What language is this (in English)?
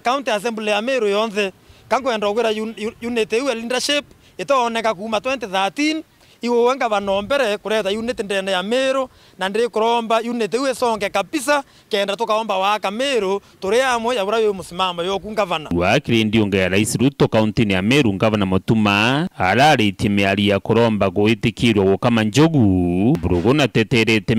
Meru